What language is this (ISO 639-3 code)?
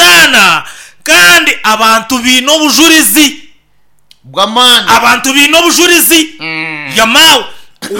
nyn